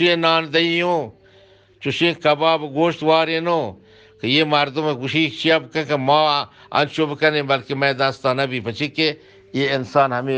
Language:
Eastern Balochi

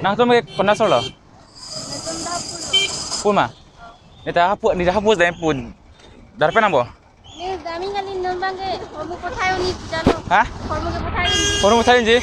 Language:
Karbi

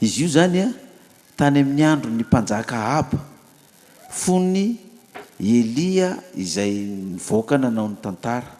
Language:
Malagasy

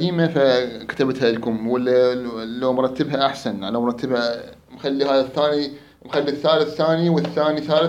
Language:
Mesopotamian Arabic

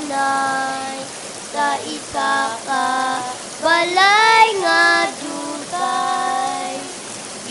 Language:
Hiligaynon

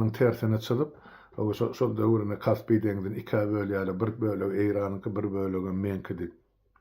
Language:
Turkmen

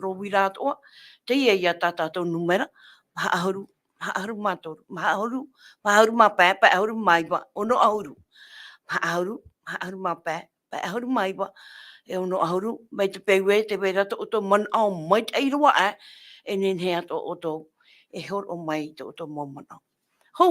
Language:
Tahitian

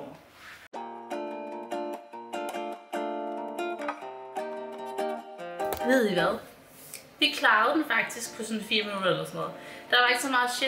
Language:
Danish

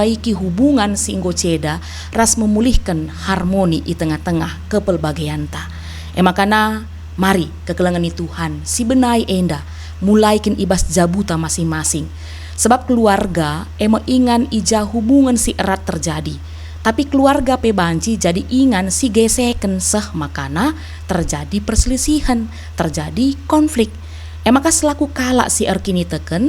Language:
Batak Karo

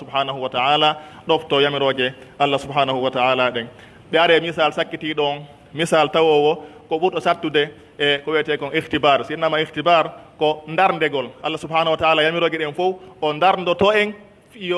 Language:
Pular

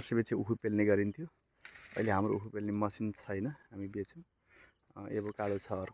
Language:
Nepali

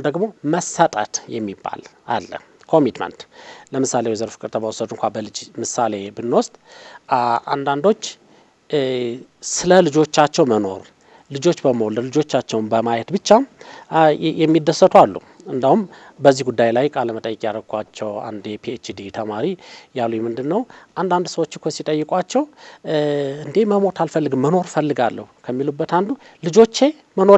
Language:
Amharic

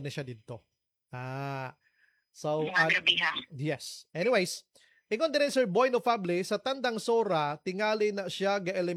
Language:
Cebuano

